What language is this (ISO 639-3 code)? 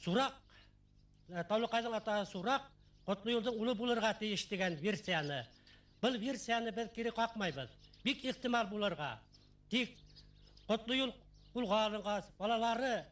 bak